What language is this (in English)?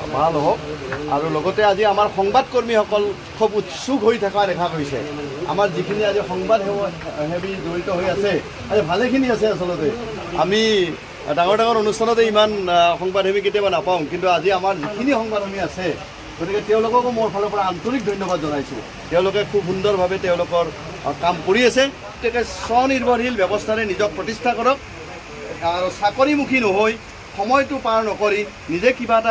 Assamese